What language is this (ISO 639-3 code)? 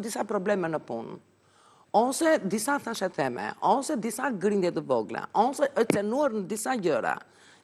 sqi